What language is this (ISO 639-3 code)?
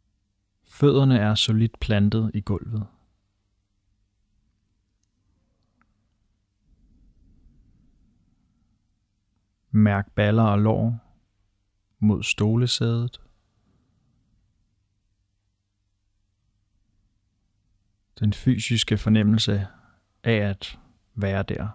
dan